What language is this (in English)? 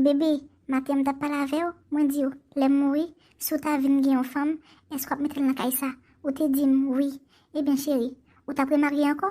Haitian Creole